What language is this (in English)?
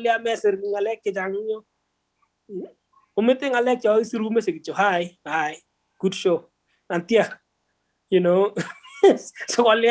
Kalenjin